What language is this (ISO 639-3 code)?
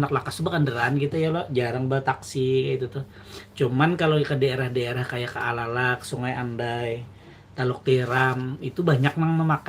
bjn